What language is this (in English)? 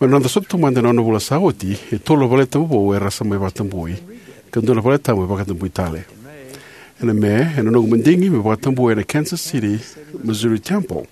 Fijian